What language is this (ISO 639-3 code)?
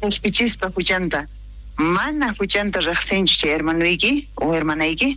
quh